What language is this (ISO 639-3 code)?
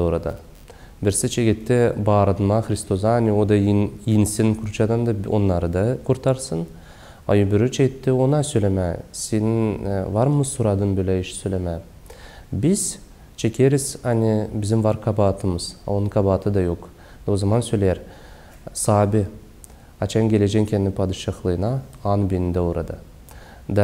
gag